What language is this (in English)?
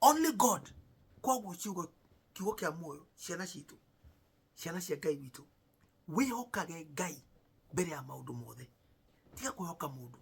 Kikuyu